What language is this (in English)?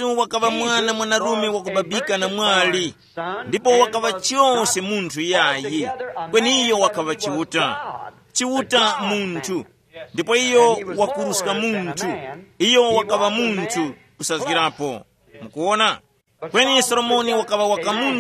Tumbuka